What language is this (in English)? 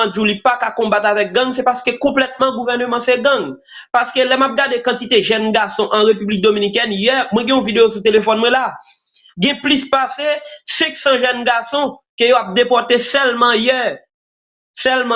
Haitian Creole